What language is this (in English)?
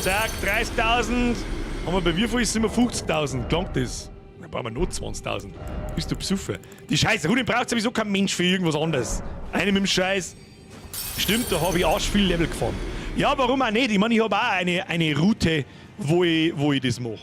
Bavarian